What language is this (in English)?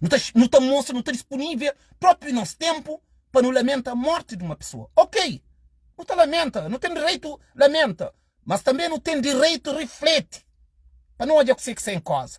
Kabuverdianu